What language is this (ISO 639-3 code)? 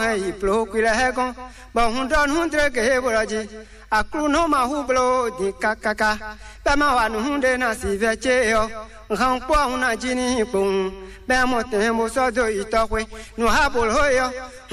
fon